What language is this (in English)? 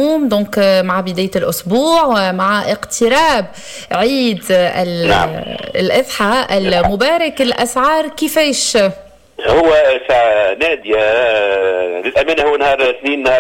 Tunisian Arabic